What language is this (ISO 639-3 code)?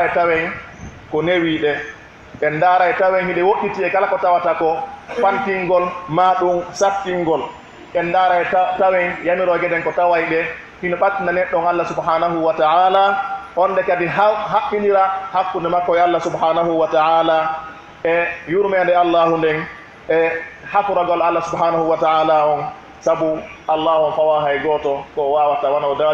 fuf